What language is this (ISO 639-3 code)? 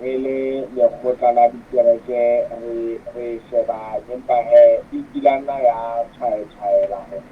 sot